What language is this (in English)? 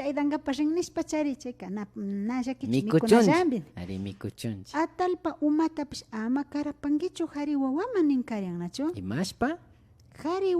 Imbabura Highland Quichua